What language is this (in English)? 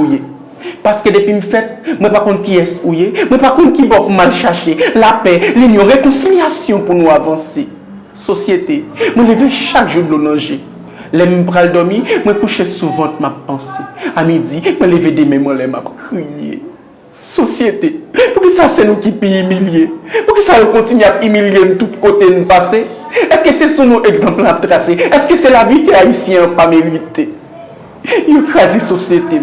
Haitian Creole